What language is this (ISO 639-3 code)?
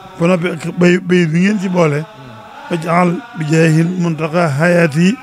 wol